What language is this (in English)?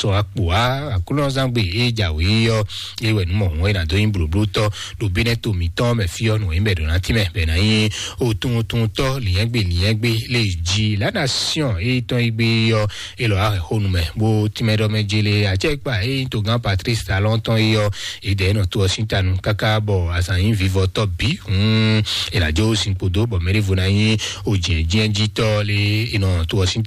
Fon